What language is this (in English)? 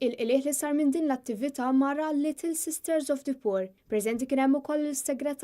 Maltese